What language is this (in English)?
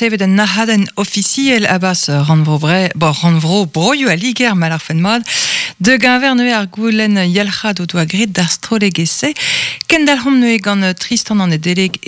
Breton